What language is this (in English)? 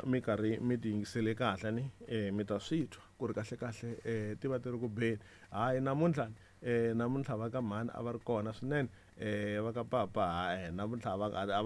Tsonga